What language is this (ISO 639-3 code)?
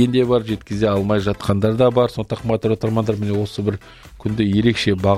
kaz